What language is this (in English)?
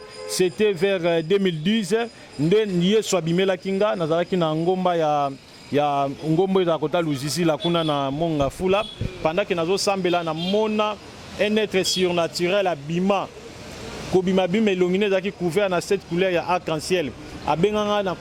Lingala